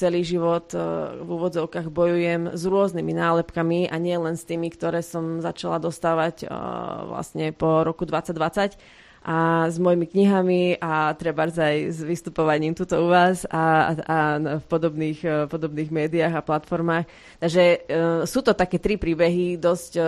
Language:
Slovak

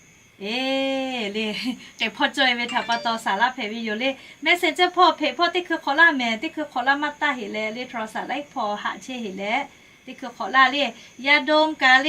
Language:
Lahu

